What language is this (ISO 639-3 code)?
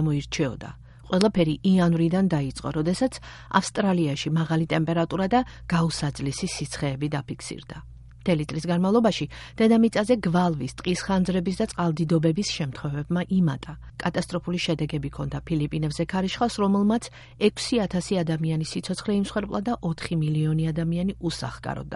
kat